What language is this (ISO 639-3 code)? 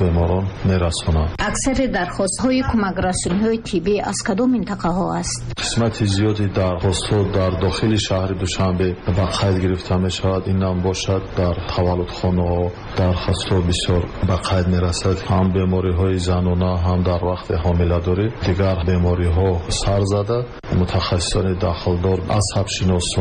tgk